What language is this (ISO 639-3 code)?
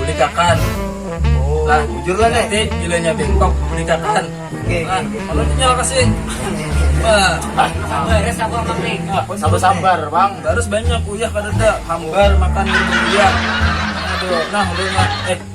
bjn